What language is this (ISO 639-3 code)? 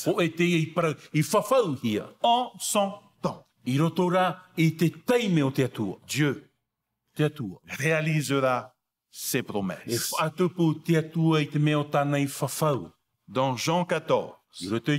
tah